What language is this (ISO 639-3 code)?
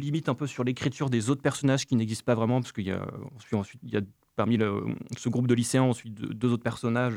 fra